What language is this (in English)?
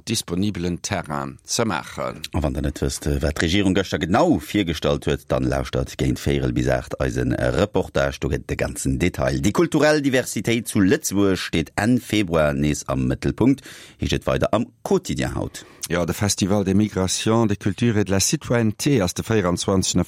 Luxembourgish